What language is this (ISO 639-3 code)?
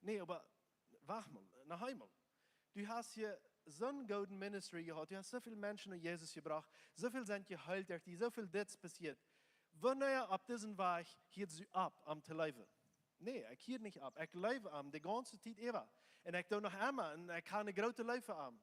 pdt